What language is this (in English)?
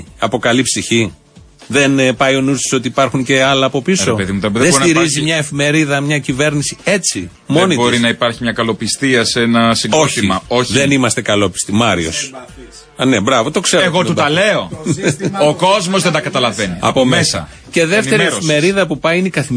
Greek